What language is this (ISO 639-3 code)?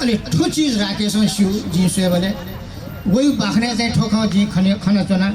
new